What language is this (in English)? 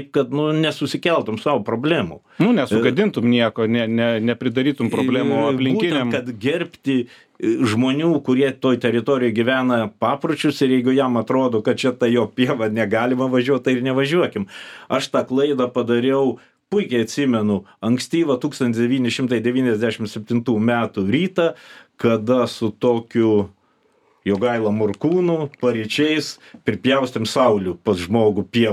Lithuanian